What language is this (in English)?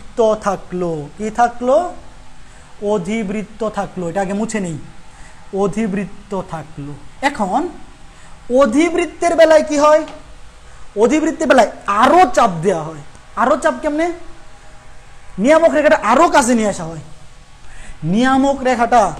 Bangla